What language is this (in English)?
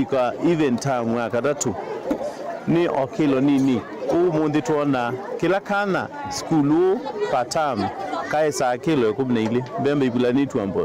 Kamba